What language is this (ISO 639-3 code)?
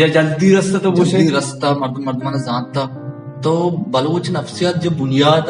bal